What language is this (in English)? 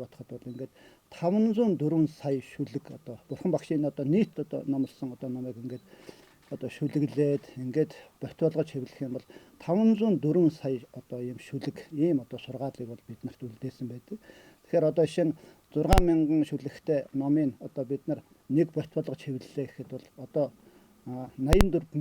Mongolian